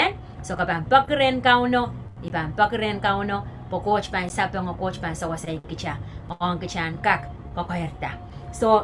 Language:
Pohnpeian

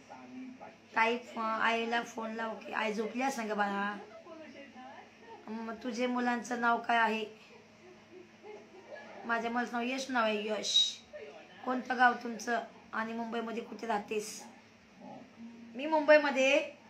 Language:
Marathi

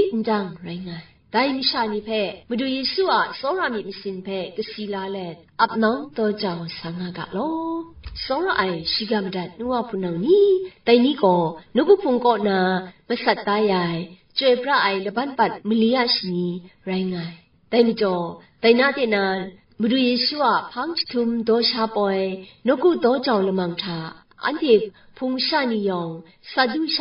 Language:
Kachin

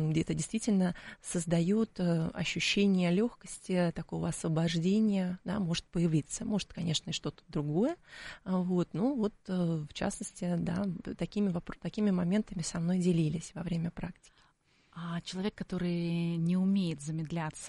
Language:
Russian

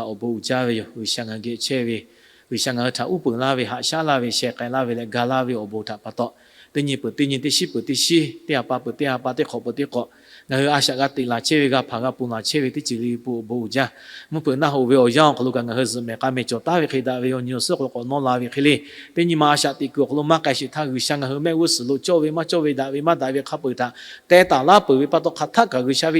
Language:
Lahu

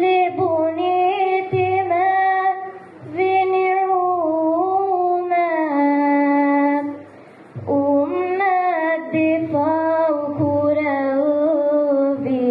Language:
Divehi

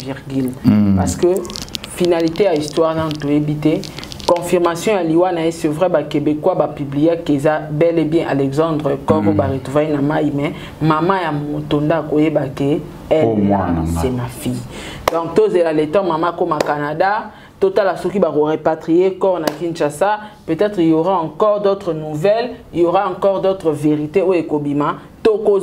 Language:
Lingala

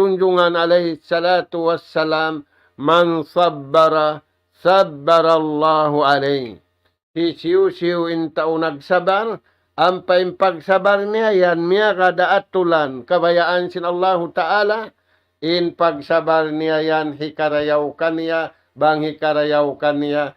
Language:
Tausug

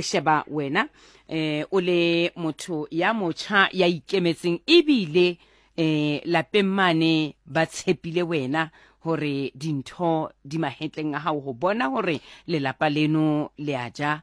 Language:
Southern Sotho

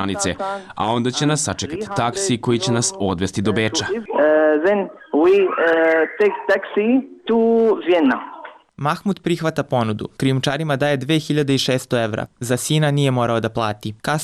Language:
Serbian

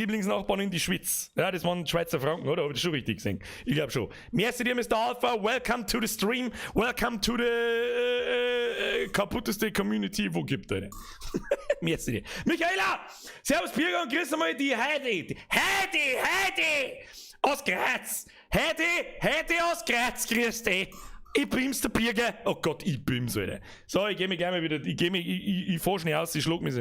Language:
Bavarian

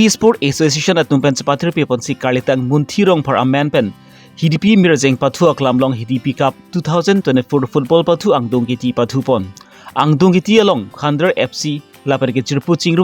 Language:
Karbi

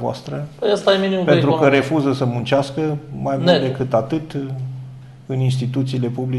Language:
Romanian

